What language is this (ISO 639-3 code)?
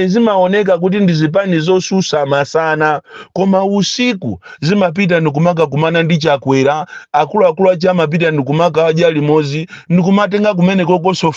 nya